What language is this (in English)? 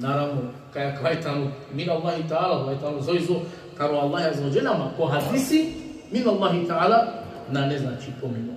Balkan Romani